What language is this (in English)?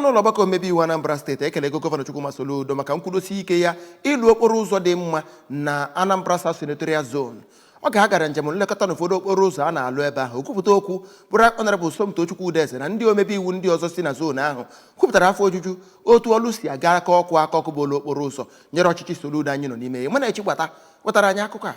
Igbo